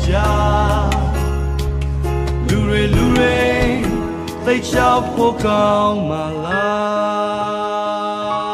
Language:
Burmese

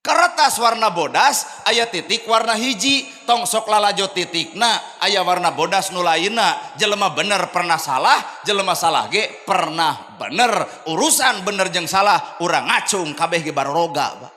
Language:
Sundanese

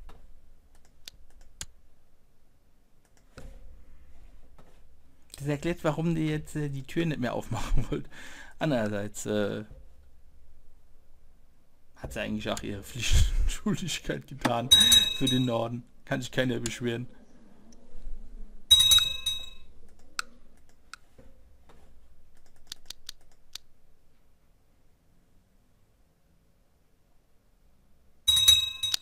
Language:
German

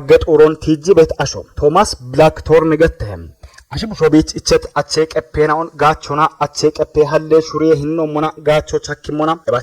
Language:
Kafa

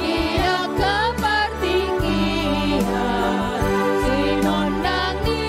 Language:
Batak Toba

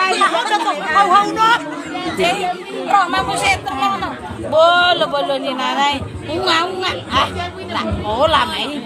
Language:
Batak Toba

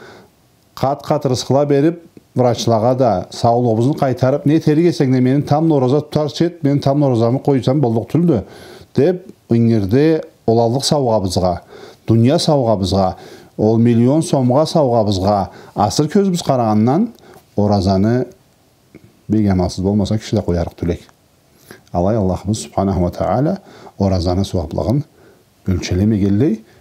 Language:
Karachay-Balkar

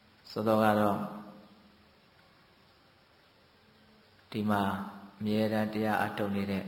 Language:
Burmese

